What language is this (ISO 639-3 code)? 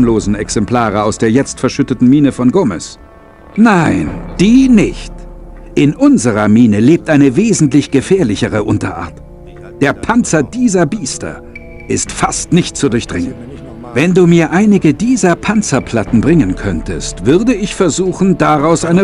bar